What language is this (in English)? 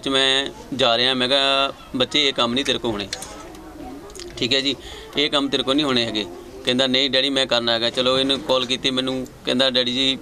Punjabi